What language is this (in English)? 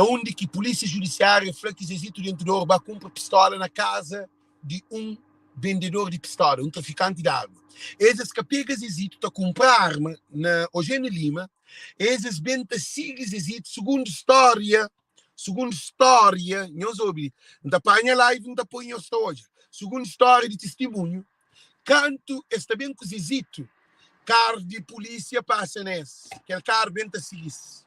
Kabuverdianu